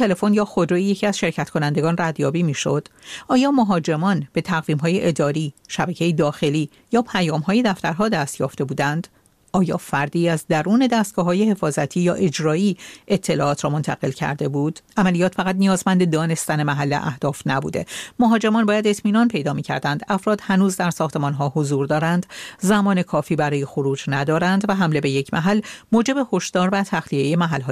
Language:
Persian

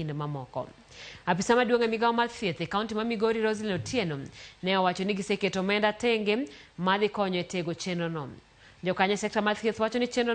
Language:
Luo (Kenya and Tanzania)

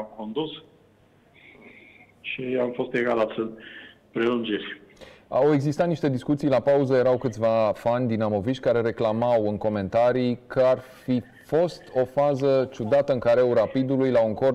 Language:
Romanian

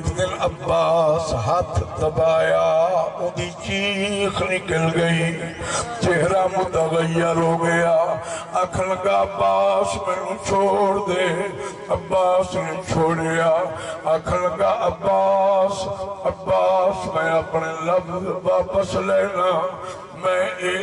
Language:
Saraiki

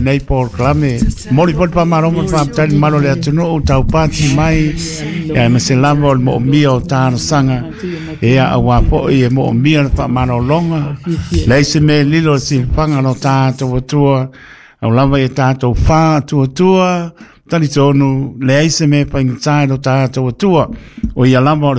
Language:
Samoan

